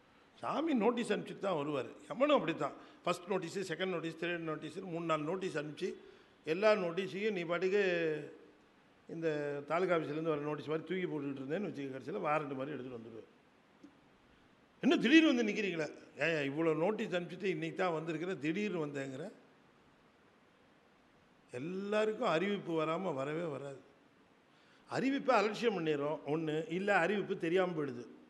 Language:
Tamil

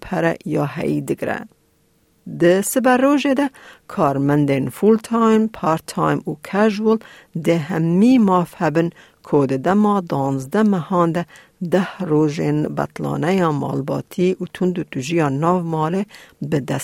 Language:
Kurdish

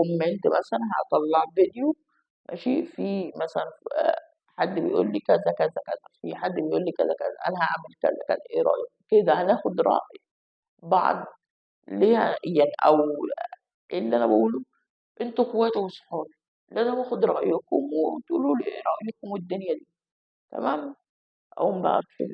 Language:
Egyptian Arabic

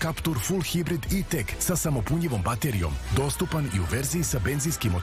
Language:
Serbian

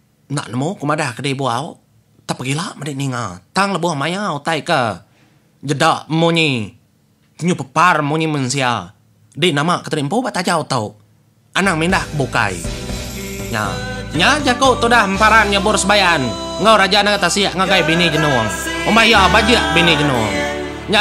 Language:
Iban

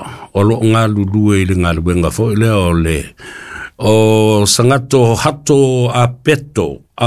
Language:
Samoan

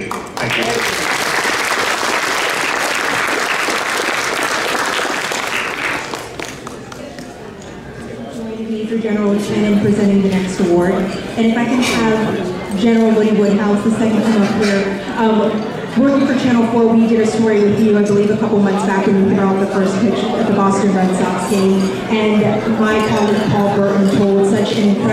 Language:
English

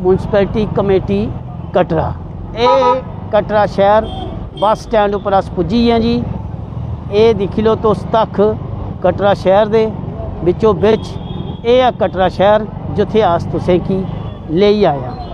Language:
Dogri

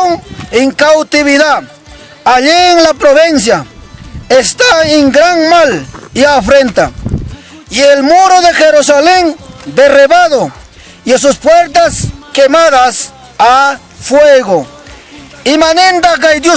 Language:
Ayacucho Quechua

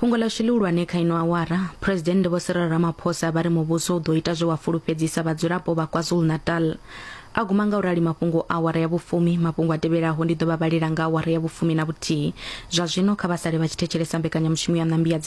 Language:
Venda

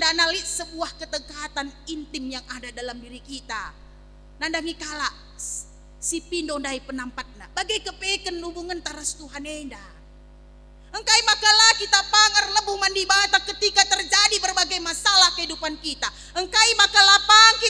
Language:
Batak Karo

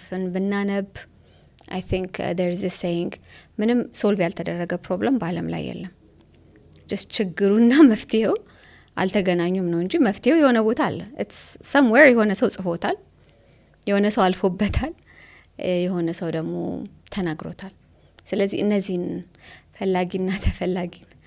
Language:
Amharic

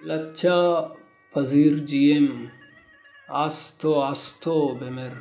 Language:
Baluchi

